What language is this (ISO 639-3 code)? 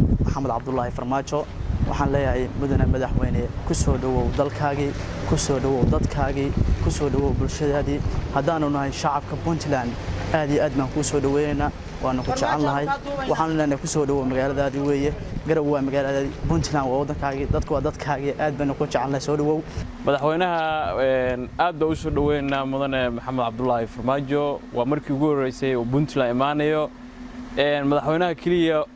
som